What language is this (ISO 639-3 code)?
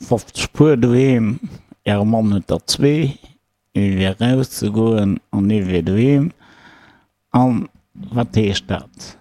ltz